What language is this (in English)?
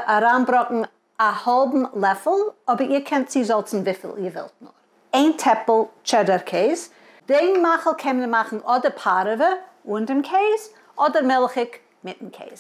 Yiddish